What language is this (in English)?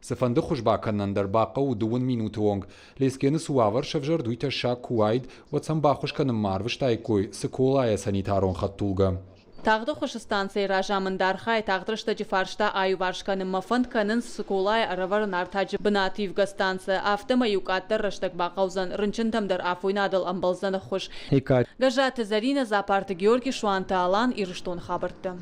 Ossetic